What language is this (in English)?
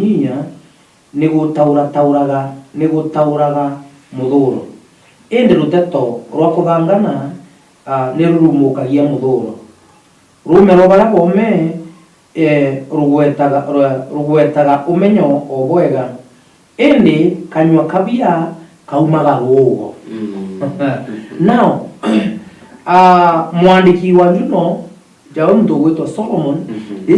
Meru